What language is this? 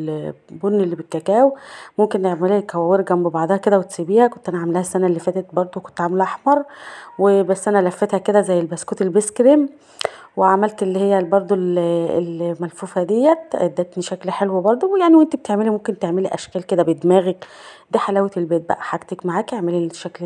Egyptian Arabic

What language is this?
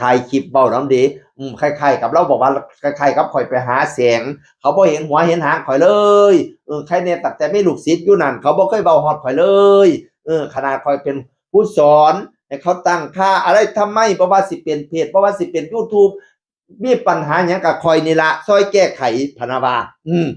Northeastern Thai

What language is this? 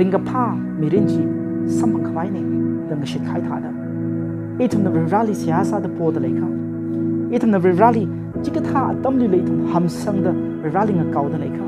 Tangkhul Naga (India)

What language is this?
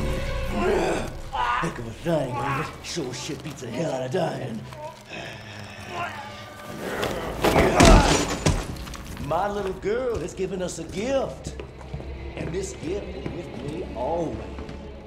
English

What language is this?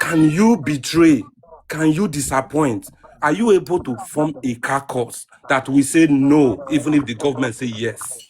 Nigerian Pidgin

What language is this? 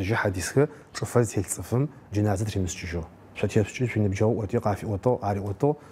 Adyghe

